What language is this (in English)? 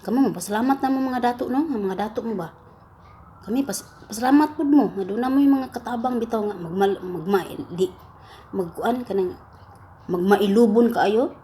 Cebuano